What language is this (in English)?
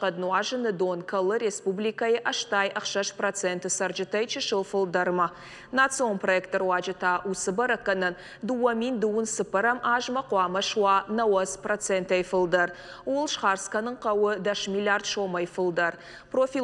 Ossetic